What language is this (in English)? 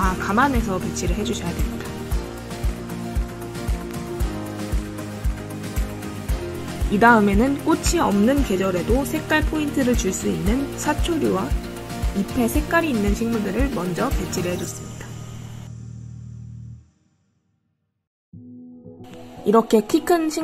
Korean